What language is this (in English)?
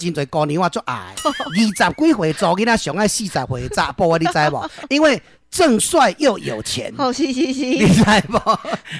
Min Nan Chinese